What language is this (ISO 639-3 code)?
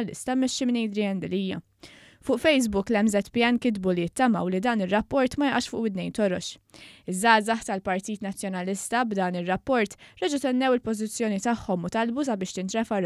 mlt